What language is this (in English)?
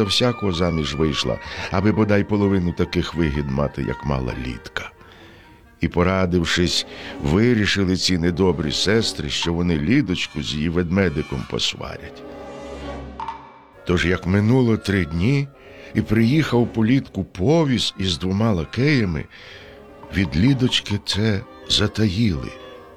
Ukrainian